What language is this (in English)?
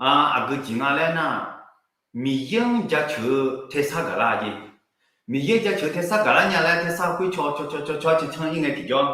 Akha